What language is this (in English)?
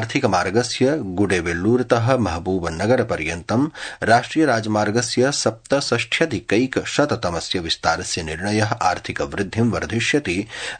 Sanskrit